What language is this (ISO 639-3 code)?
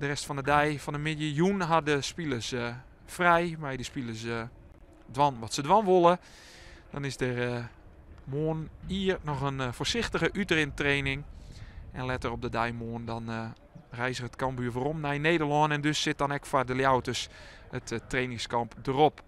fry